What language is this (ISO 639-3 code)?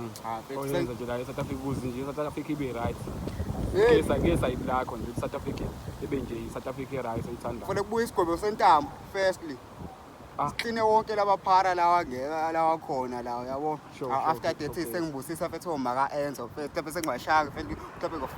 zul